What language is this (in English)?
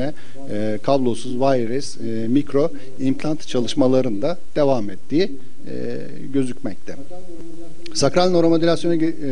Turkish